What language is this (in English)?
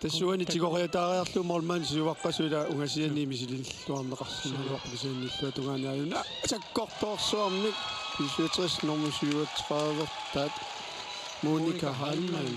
Kalaallisut